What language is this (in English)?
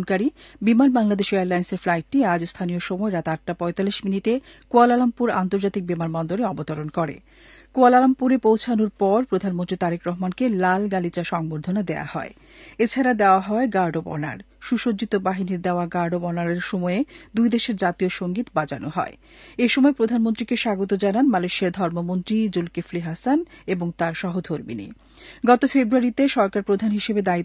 Bangla